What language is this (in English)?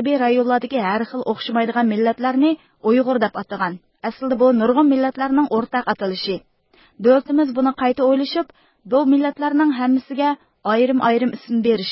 Uyghur